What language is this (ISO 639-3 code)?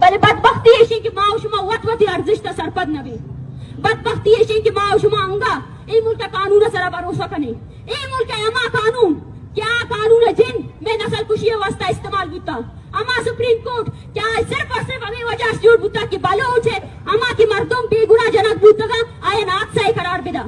bal